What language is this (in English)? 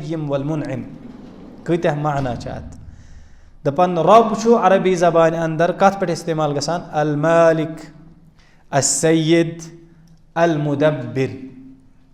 Kashmiri